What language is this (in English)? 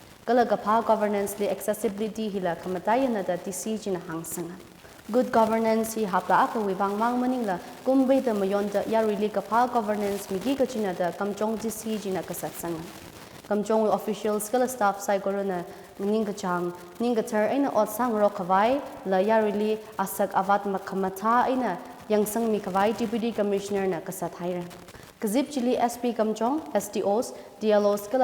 Tangkhul Naga (India)